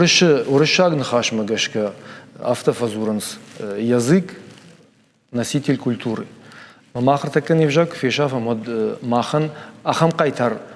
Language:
Ossetic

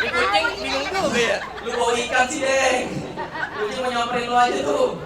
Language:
Betawi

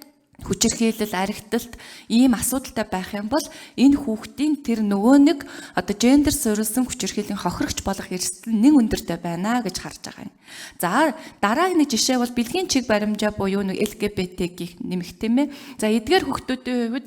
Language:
Mongolian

